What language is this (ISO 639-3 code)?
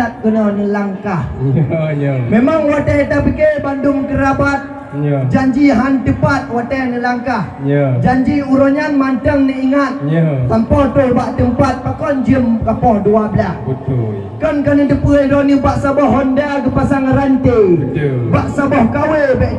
ace